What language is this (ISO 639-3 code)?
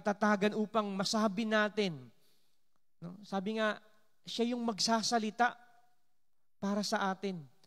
fil